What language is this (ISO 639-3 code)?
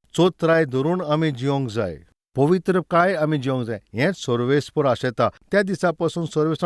kok